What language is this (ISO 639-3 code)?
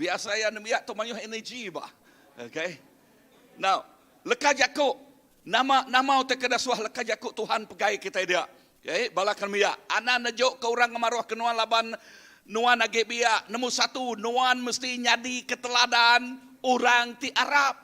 iba